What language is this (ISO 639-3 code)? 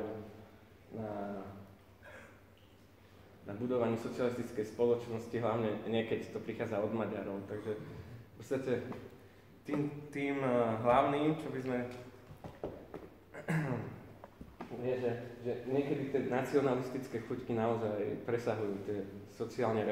slk